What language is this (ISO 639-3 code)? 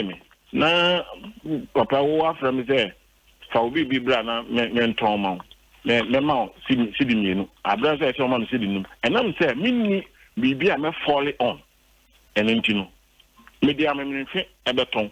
aka